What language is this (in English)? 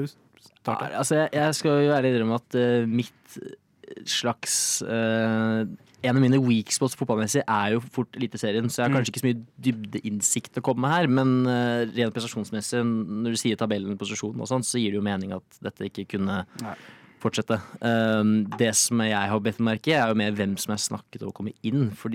Norwegian